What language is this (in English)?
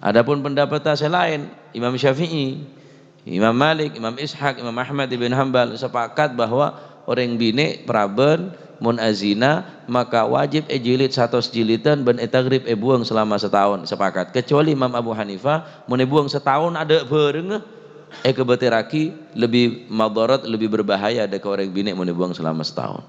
Madurese